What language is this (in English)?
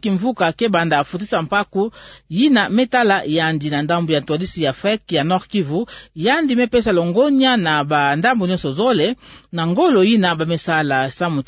Kituba (Democratic Republic of Congo)